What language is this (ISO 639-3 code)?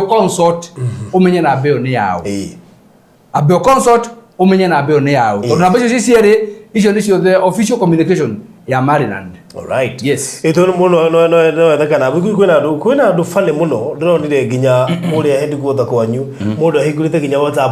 kik